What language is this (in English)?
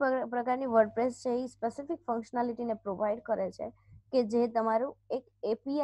Gujarati